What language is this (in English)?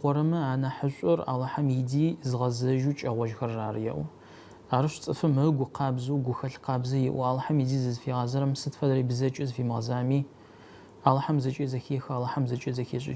Adyghe